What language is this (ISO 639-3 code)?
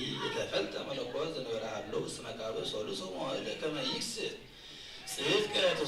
gez